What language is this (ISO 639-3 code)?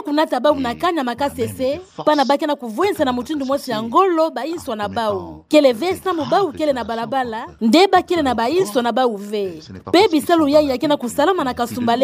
ktu